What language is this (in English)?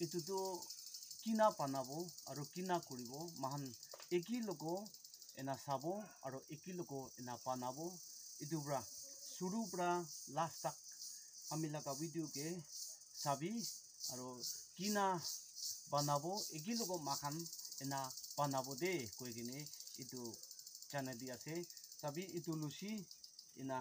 Naga Pidgin